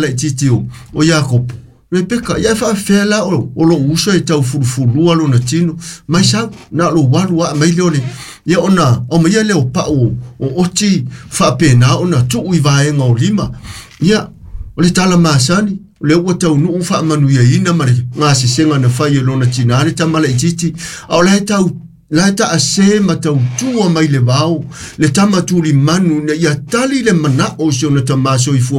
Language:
Samoan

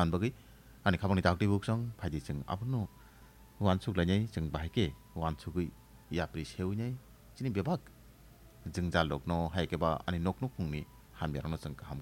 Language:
Kok Borok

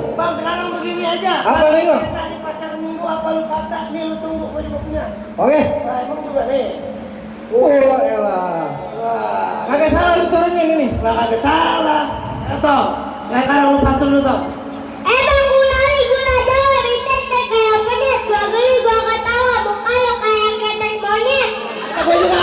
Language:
Betawi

